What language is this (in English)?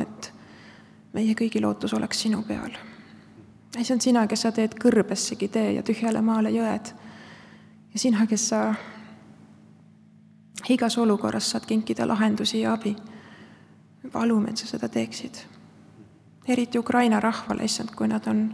Estonian